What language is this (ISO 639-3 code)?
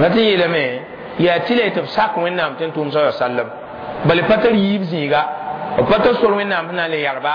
mos